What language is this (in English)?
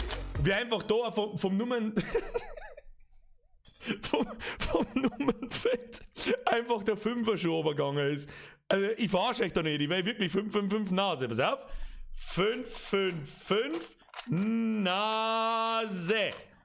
Bavarian